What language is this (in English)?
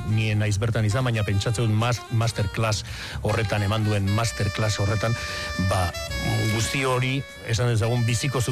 Basque